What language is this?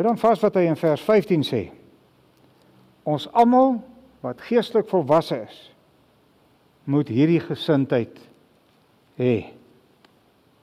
Afrikaans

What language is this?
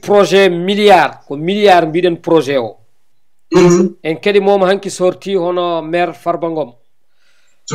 Fula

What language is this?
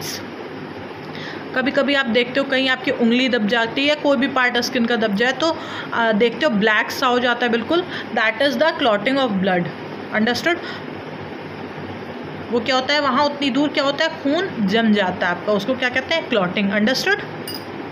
Hindi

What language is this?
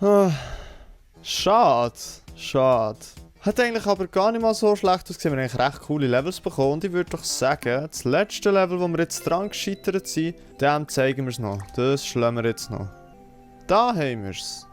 Swiss German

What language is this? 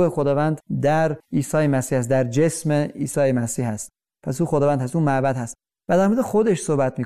Persian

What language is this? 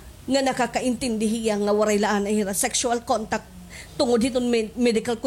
Waray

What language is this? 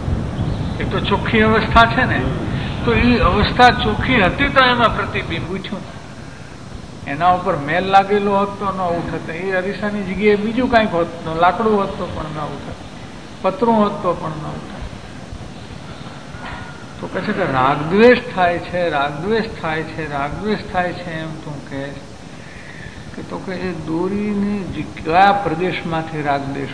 Gujarati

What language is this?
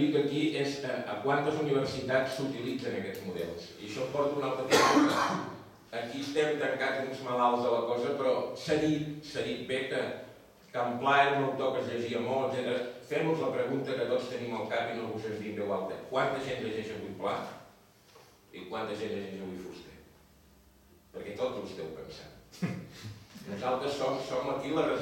Catalan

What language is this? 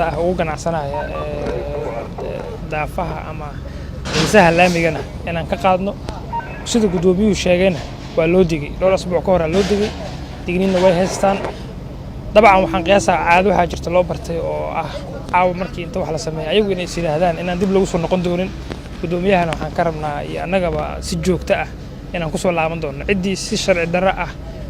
Somali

